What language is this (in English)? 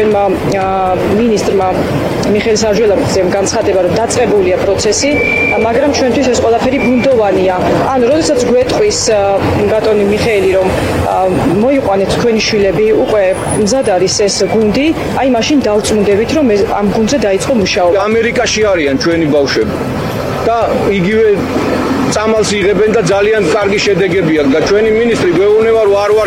Georgian